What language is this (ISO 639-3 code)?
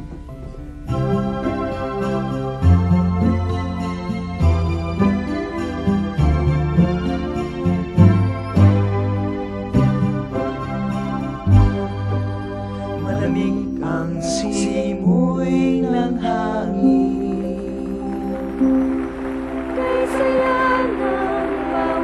fil